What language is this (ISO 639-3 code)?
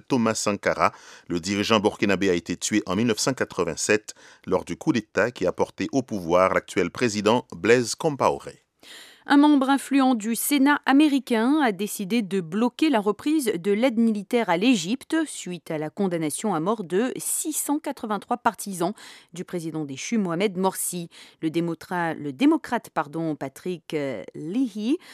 fra